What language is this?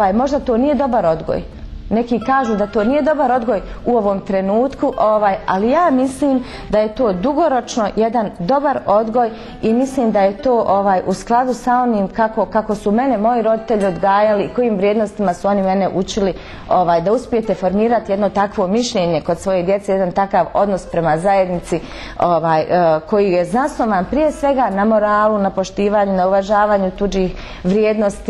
Bosnian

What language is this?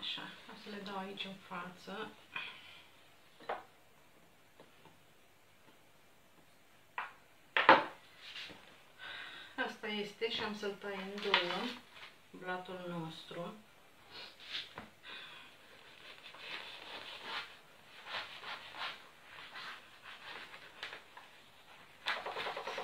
Romanian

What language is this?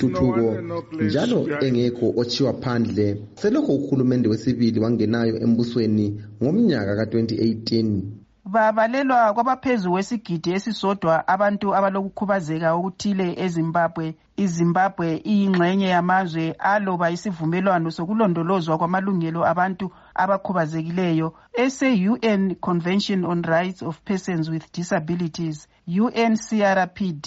North Ndebele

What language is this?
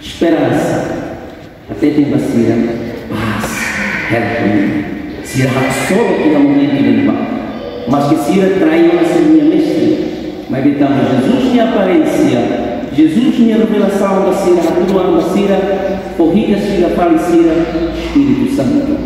Tetum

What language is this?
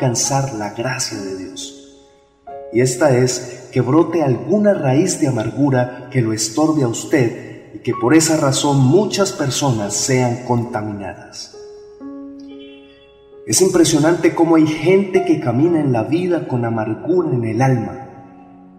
Spanish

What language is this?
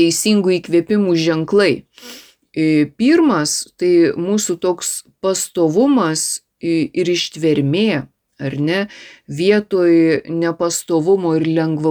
Lithuanian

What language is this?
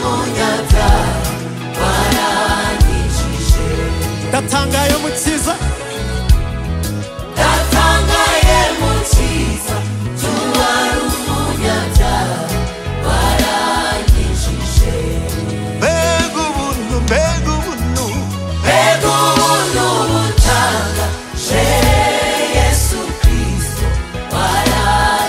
Kinyarwanda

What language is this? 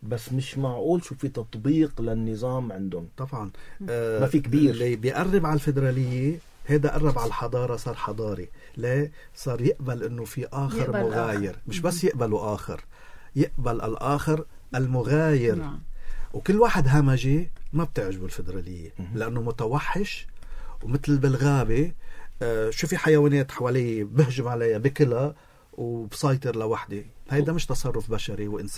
North Levantine Arabic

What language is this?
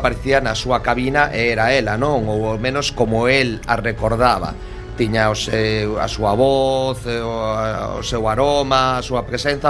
Galician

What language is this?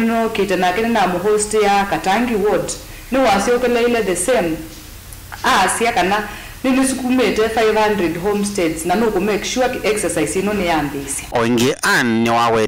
Kamba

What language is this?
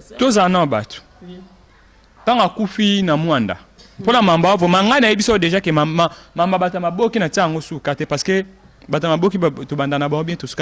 Lingala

